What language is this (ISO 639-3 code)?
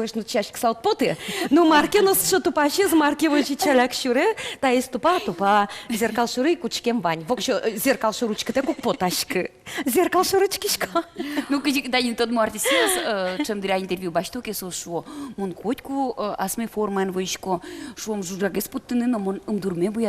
udm